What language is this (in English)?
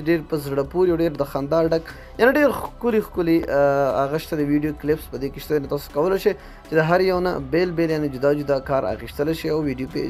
Pashto